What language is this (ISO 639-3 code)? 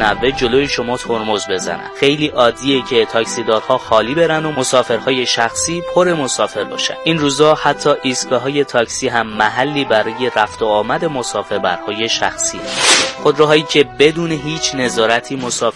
fas